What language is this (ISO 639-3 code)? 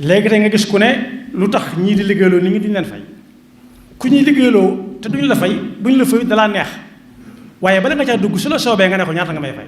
wol